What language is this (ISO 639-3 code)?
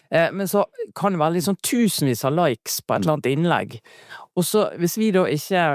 nor